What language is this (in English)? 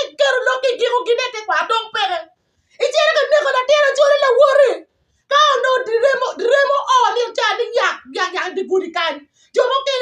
Acoli